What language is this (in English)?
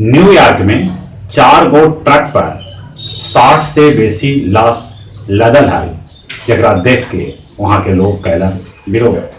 Magahi